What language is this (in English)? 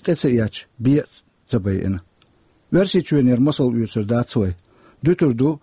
Chechen